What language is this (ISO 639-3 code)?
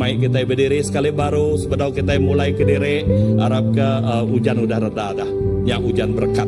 iba